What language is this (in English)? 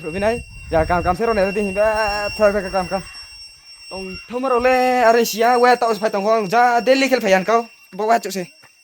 Riang (India)